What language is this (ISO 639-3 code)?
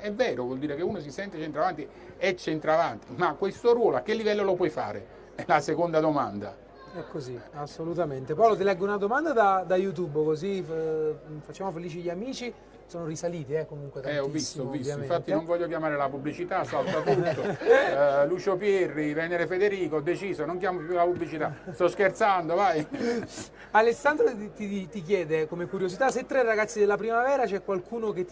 ita